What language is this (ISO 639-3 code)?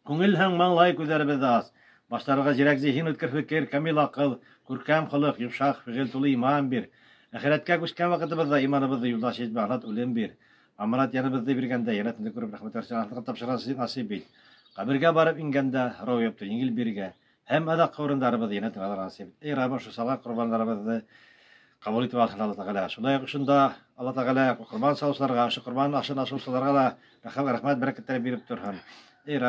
bak